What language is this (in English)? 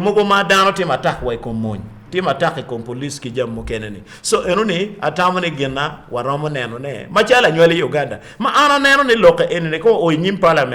Acoli